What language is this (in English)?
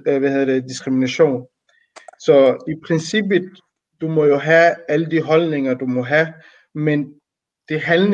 Danish